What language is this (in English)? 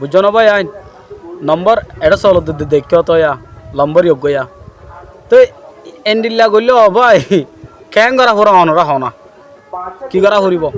Rohingya